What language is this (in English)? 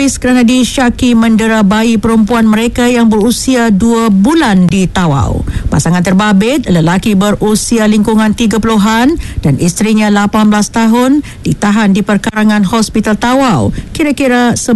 Malay